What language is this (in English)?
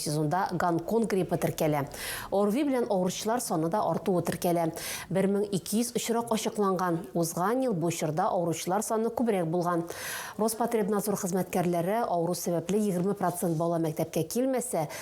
Tatar